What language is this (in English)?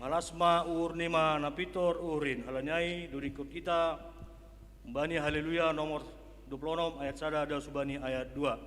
Batak Simalungun